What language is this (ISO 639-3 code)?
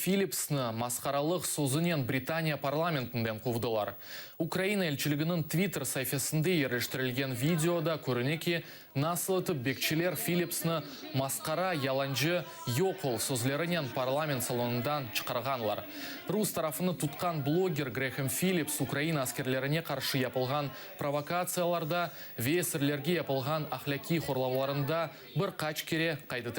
crh